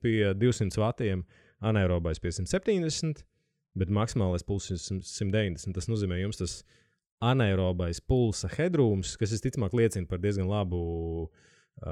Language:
Latvian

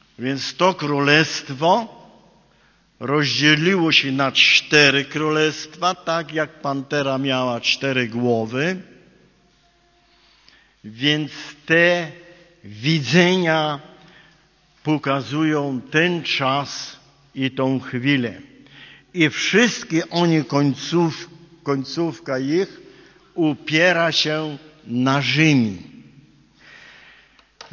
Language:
Polish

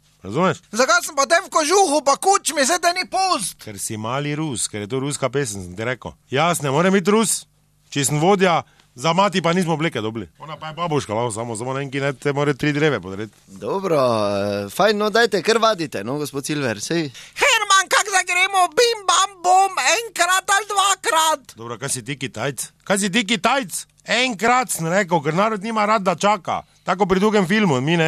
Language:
Slovenian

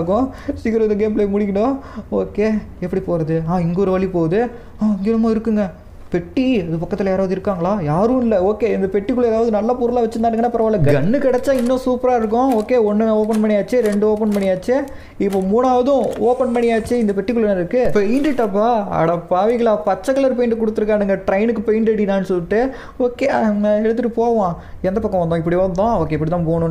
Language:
Tamil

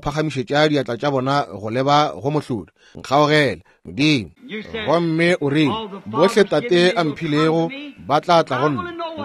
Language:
Northern Sotho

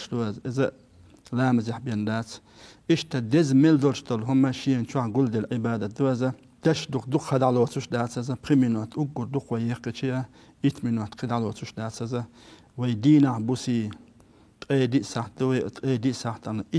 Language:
Chechen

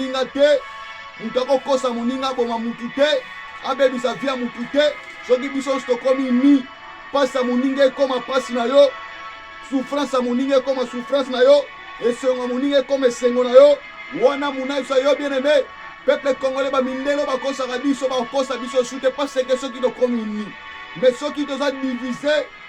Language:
Lingala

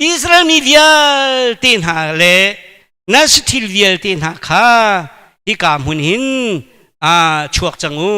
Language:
Hakha Chin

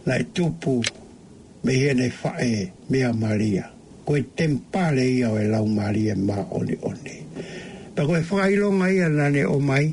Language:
Tongan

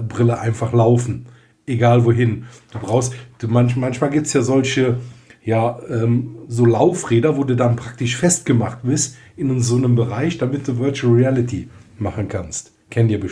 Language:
German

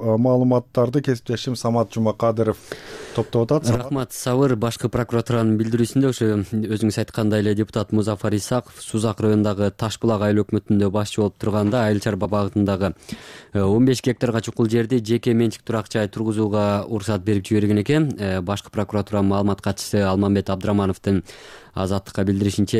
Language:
Kyrgyz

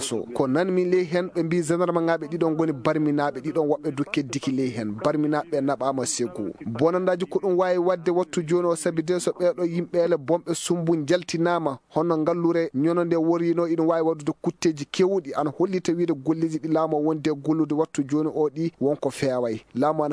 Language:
Maasina Fulfulde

